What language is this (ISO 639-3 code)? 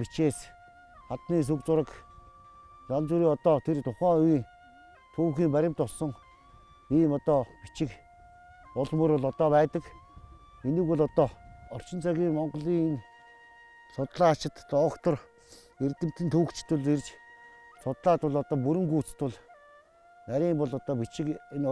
mon